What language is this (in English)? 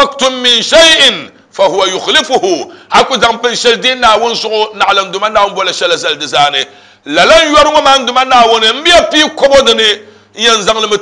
Dagbani